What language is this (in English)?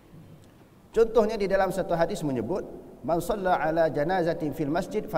Malay